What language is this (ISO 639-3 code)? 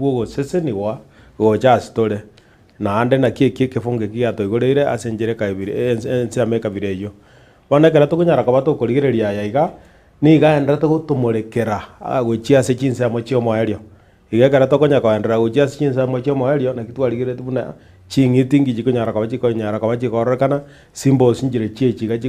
guz